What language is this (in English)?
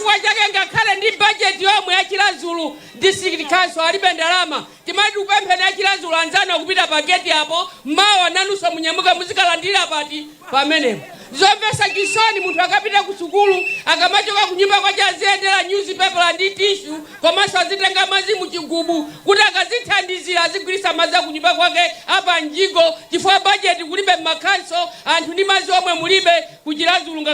Nyanja